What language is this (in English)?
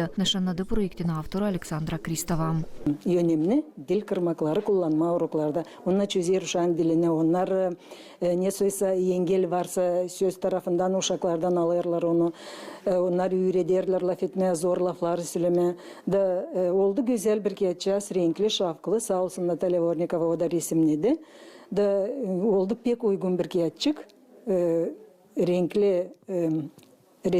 Gagauz